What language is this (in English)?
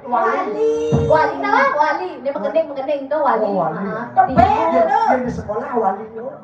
Balinese